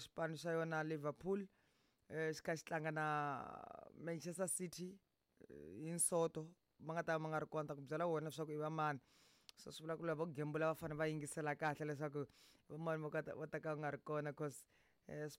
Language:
Tsonga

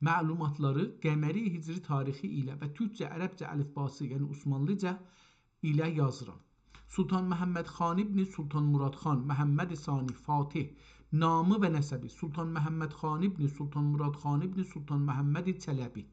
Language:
South Azerbaijani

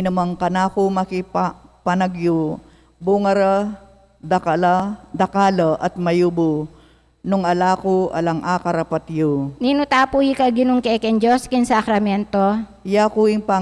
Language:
Pampanga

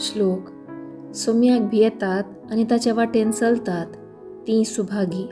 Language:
Konkani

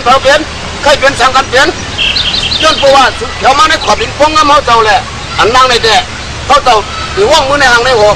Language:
Shan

